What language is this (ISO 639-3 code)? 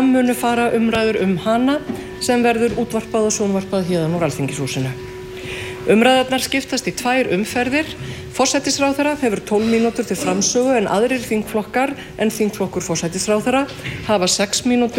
isl